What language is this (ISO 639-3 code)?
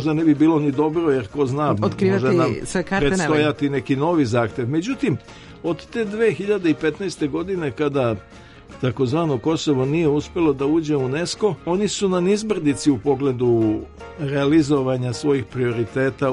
srp